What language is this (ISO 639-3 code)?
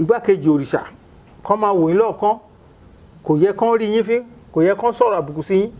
yor